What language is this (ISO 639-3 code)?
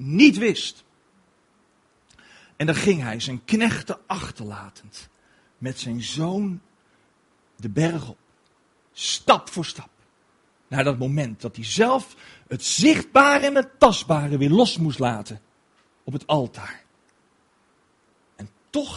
nld